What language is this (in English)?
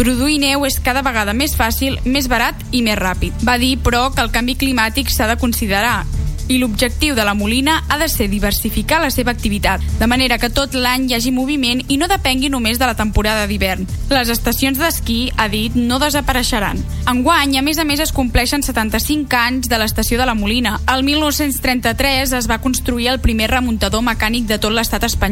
Catalan